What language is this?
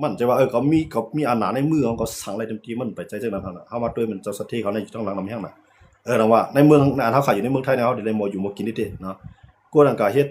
Shan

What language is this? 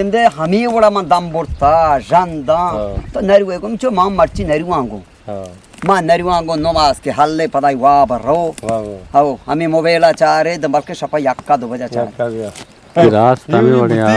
Eastern Balochi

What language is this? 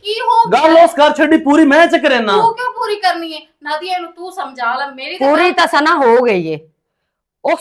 Western Panjabi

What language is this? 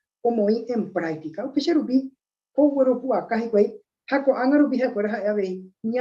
Guarani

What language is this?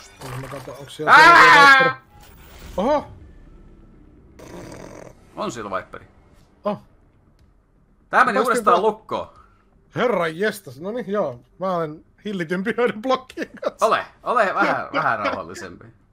Finnish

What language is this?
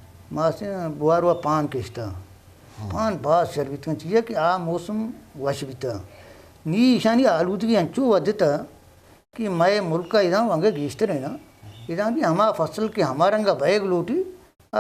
Eastern Balochi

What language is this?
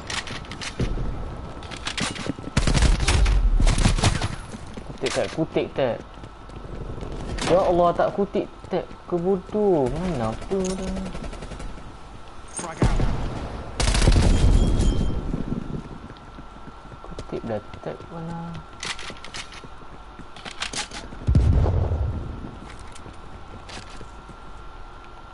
Malay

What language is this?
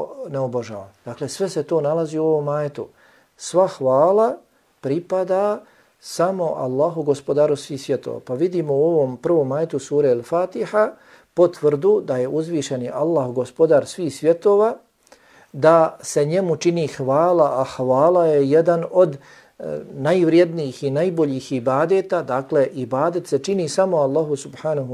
Bosnian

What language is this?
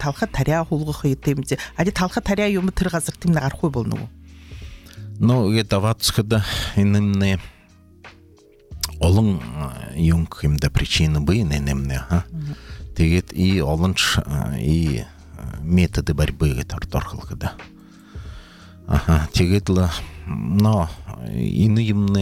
Buriat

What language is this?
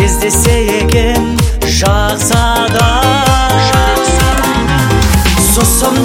Kazakh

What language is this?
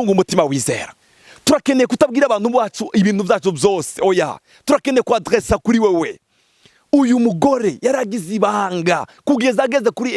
Rundi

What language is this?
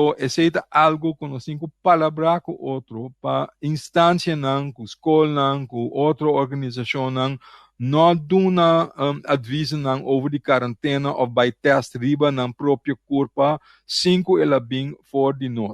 Papiamento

